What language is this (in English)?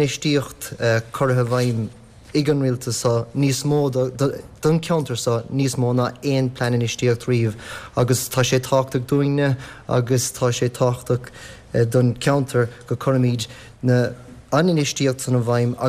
Irish